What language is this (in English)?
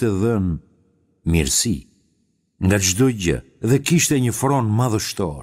Albanian